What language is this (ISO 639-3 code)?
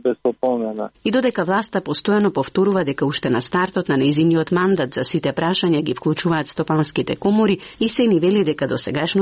mkd